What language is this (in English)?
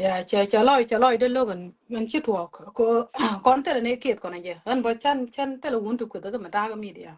Nuer